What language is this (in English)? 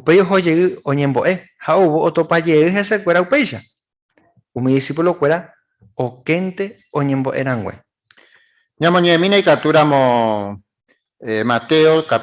Guarani